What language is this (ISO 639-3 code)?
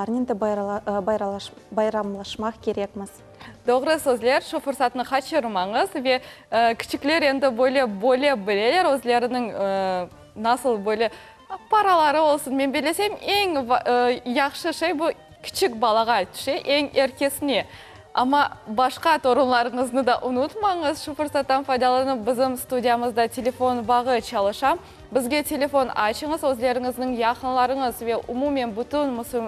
crh